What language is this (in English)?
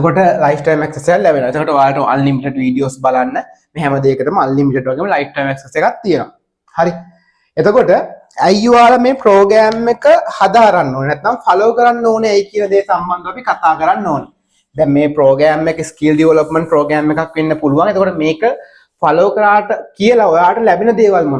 Sinhala